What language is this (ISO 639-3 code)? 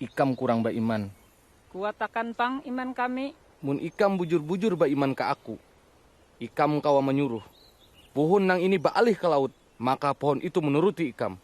bjn